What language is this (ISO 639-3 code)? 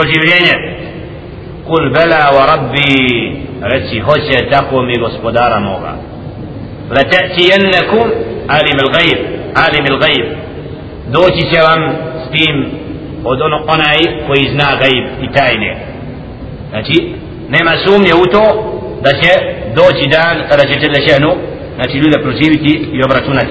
bos